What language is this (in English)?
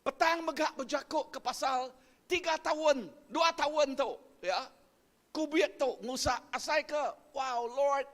Iban